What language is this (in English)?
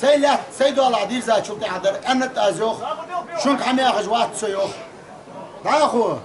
Ingush